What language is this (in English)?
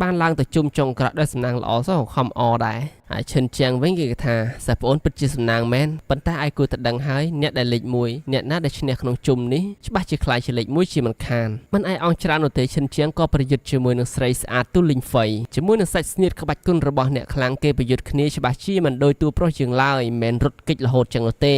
Khmer